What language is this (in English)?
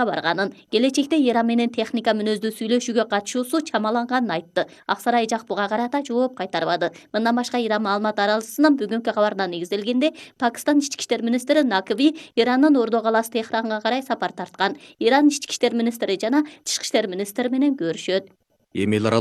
Kyrgyz